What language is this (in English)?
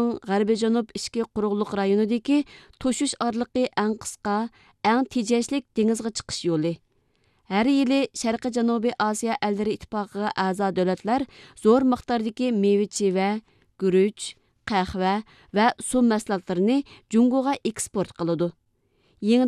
Uyghur